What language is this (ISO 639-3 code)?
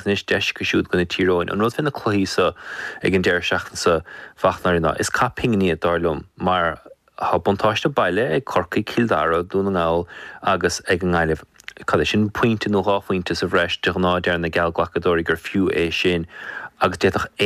gle